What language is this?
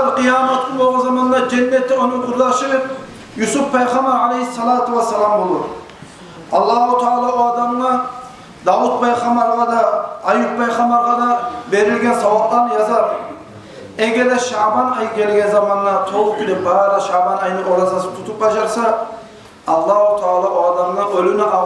Kumyk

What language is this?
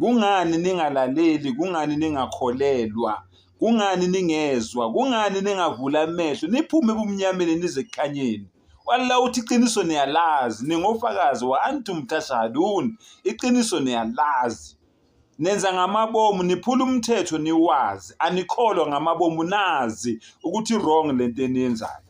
Zulu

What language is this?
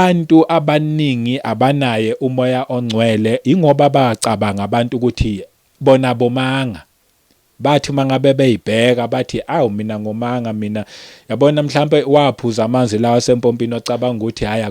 Zulu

